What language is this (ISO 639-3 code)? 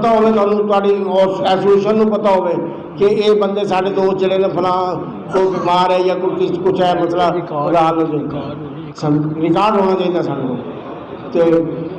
skr